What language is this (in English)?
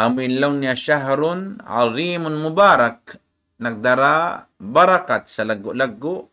Tausug